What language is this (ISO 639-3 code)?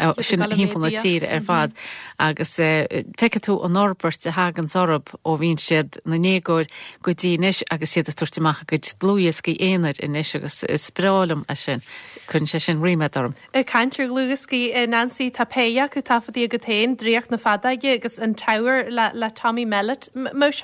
gle